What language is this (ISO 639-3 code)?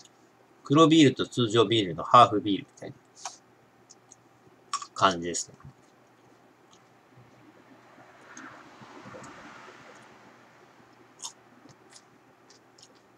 jpn